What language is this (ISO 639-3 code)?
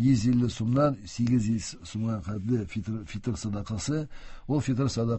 tat